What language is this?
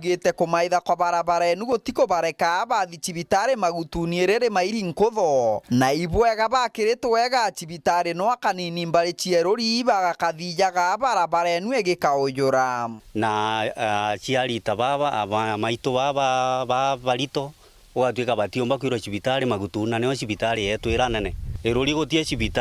Meru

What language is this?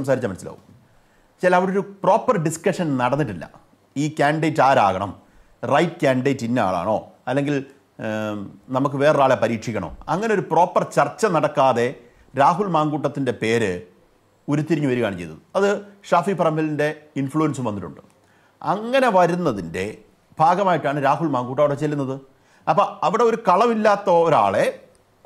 Malayalam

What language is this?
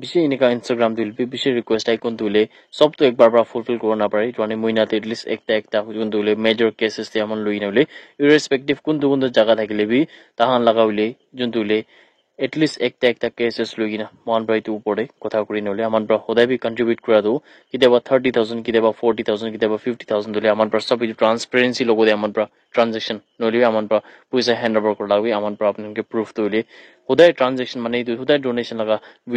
Naga Pidgin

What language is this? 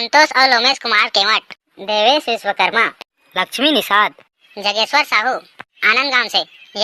Chhattisgarhi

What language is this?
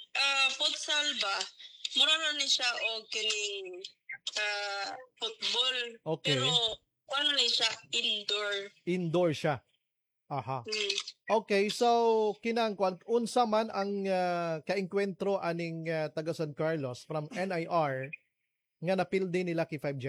Cebuano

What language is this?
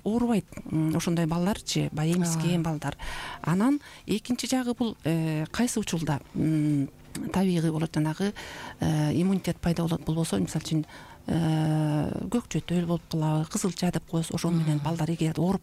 Kyrgyz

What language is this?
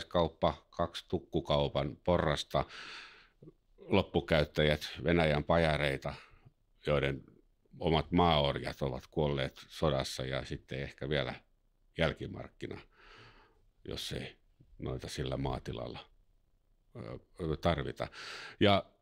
Finnish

